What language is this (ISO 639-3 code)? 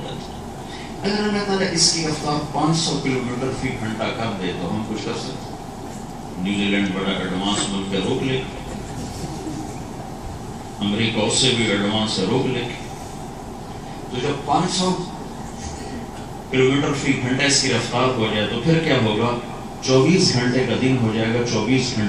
urd